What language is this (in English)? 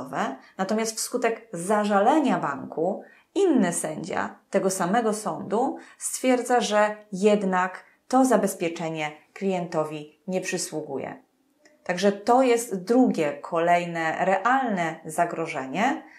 Polish